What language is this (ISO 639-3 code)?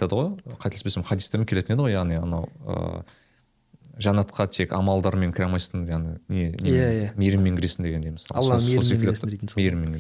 kaz